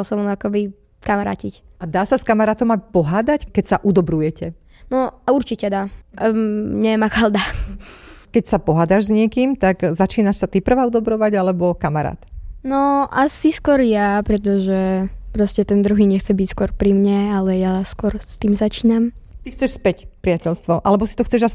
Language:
Slovak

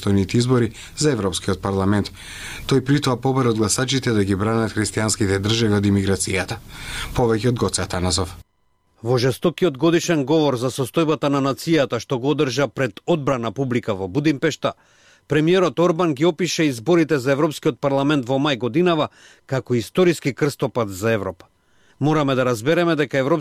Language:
Macedonian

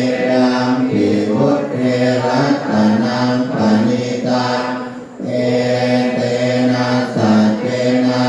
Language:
Pali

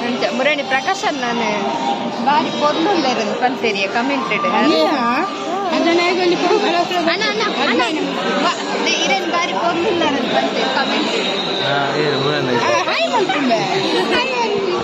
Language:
Tulu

